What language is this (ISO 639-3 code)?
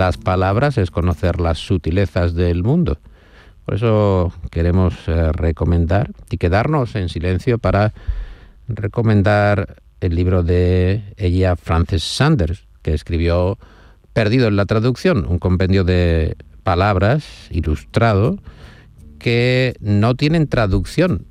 spa